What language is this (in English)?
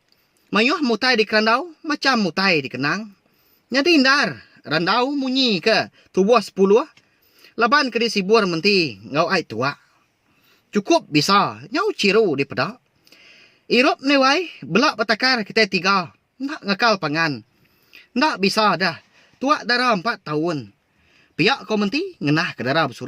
Iban